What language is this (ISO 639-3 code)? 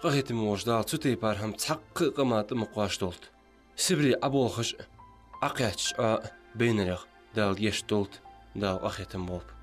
inh